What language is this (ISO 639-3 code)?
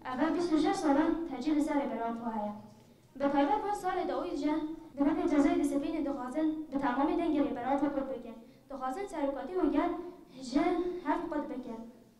kur